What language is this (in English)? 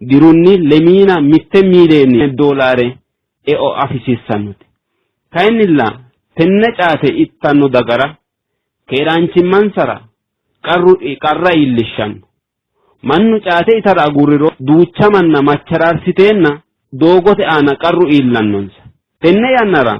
Sidamo